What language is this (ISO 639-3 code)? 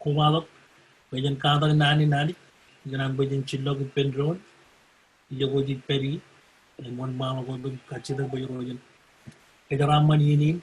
mah